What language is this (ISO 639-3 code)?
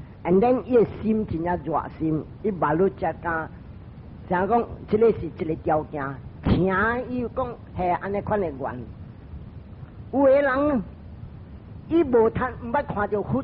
nan